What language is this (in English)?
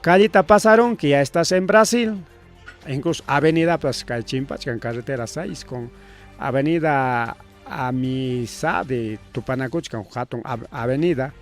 Ayacucho Quechua